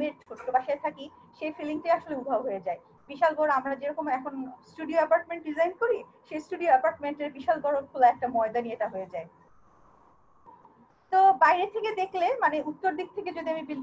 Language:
Bangla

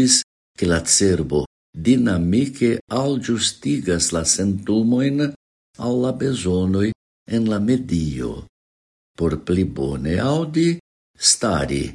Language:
Esperanto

